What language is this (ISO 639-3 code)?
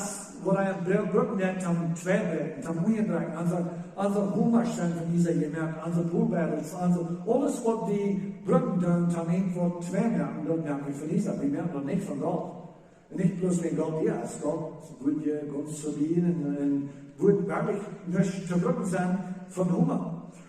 pdt